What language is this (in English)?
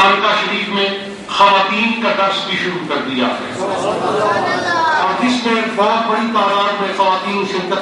Urdu